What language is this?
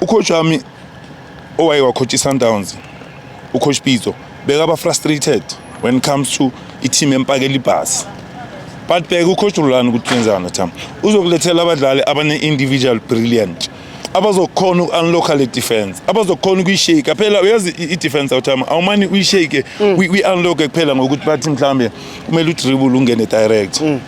Zulu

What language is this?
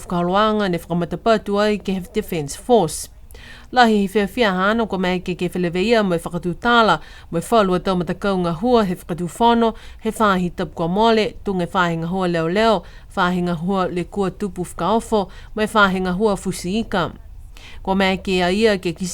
Niuean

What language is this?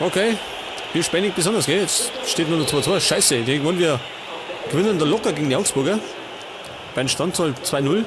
Bavarian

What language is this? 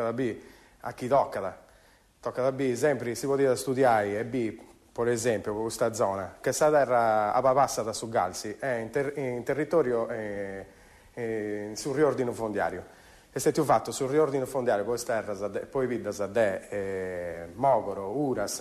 Sardinian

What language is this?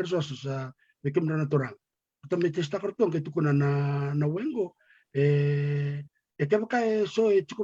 Fijian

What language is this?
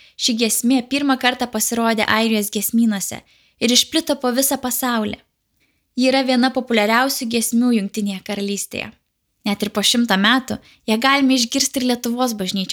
Lithuanian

